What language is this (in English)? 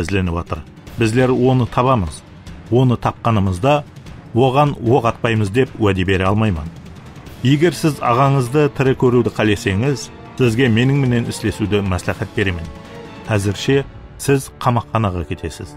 Kara-Kalpak